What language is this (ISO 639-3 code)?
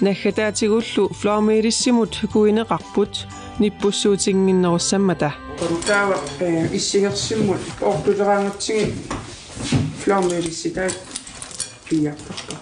kal